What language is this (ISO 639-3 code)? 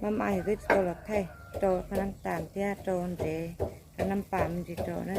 hmn